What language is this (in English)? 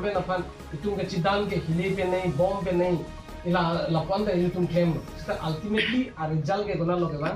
Karbi